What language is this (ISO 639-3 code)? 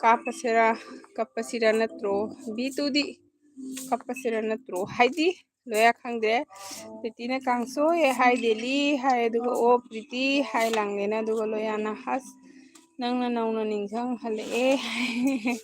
mni